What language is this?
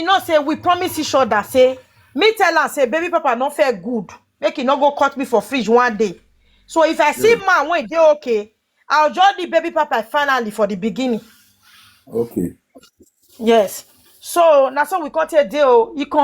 Nigerian Pidgin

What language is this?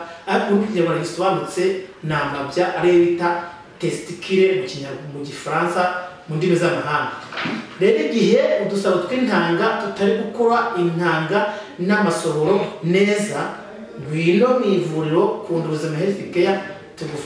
Kinyarwanda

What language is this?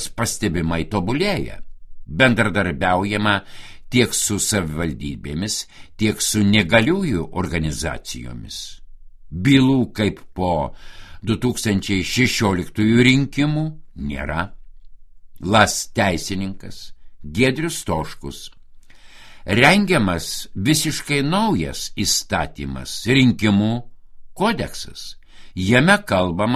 Lithuanian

